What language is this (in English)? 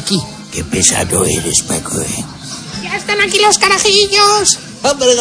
Spanish